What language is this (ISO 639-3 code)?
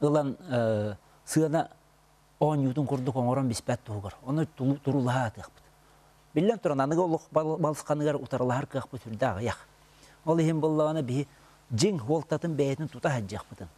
sah